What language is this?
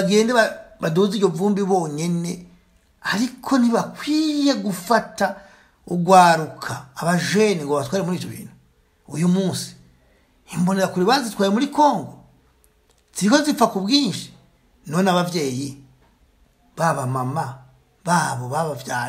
Rundi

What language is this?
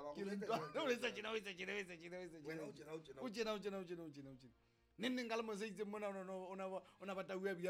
Southern Sotho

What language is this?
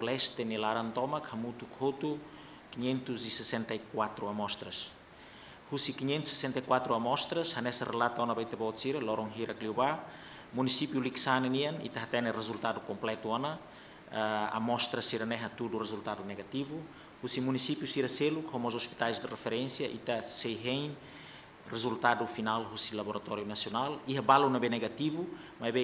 Tetum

